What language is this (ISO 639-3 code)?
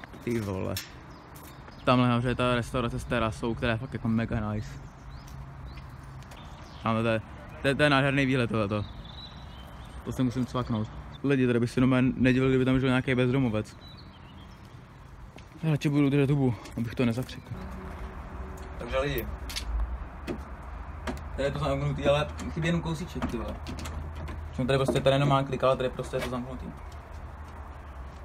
ces